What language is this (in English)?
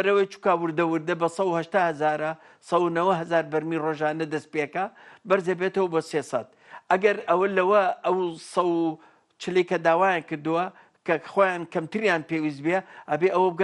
Central Kurdish